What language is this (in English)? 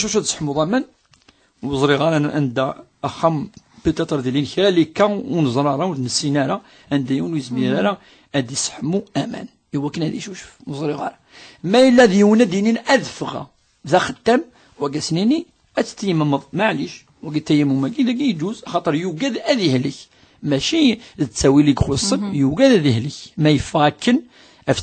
Kabyle